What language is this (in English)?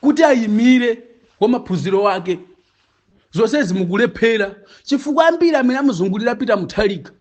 Nyanja